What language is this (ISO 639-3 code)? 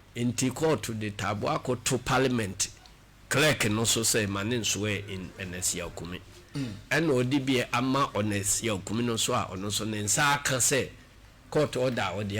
aka